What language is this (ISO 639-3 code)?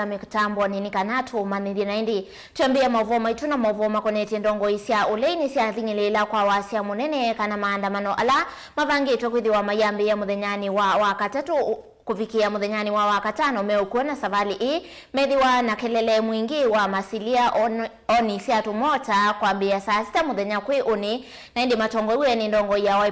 kam